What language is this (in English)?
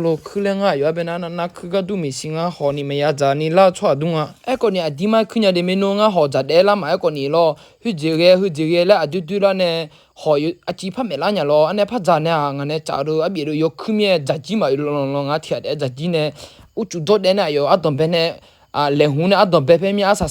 Akha